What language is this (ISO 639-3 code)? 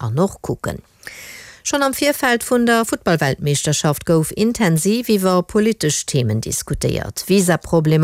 ltz